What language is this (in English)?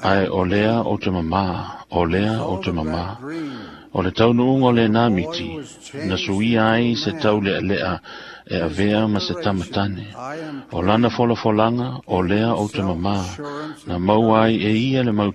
Samoan